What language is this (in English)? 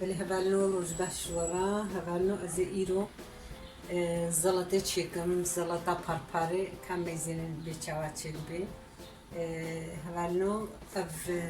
Kurdish